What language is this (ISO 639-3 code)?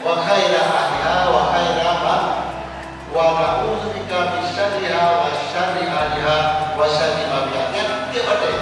ace